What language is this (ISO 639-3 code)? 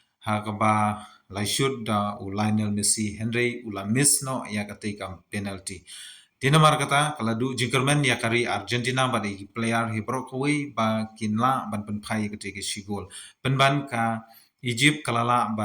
kha